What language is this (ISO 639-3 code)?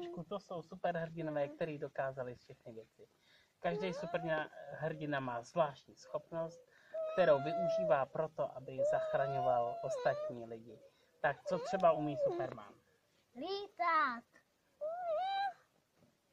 ces